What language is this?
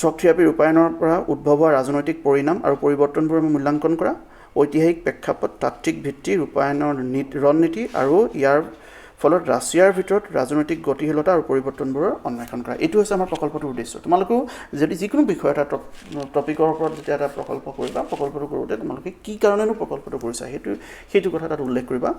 Assamese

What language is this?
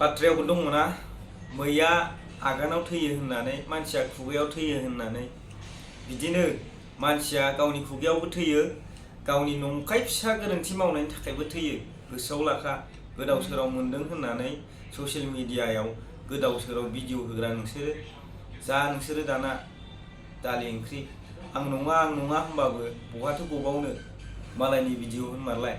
Bodo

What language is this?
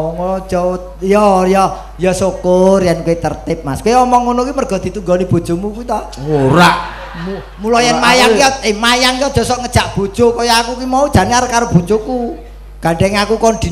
Javanese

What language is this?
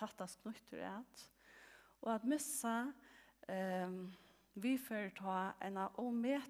Faroese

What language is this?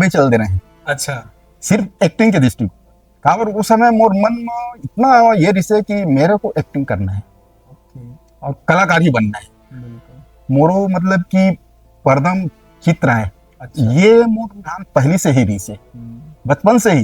Chhattisgarhi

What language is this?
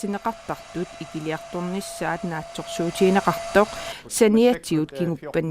Kalaallisut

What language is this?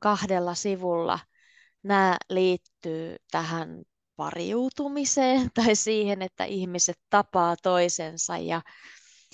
Finnish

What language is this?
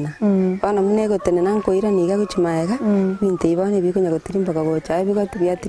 Gusii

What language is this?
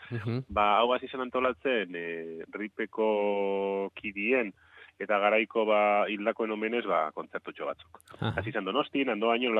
Basque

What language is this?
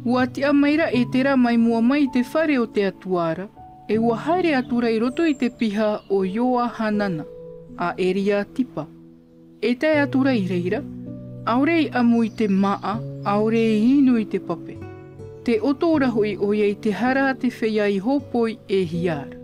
Tahitian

